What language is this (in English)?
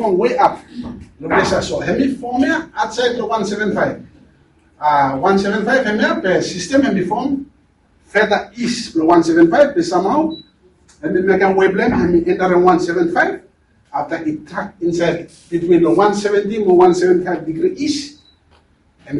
Bislama